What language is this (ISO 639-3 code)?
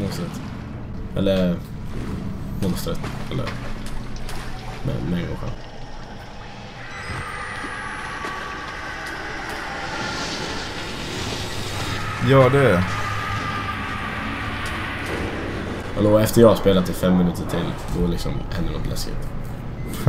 swe